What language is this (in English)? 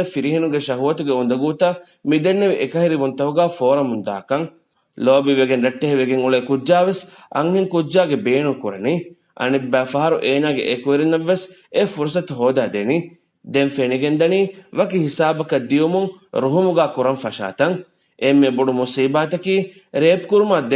Divehi